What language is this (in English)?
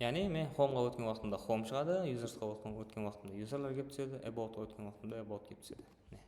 Kara-Kalpak